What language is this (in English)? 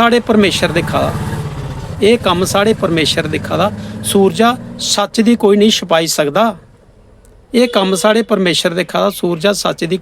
Dogri